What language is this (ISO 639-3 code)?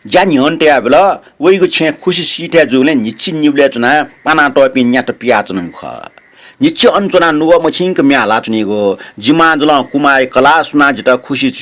new